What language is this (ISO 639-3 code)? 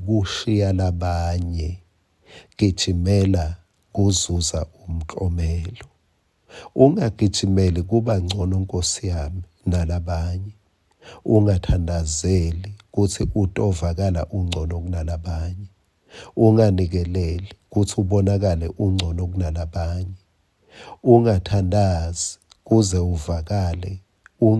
ssw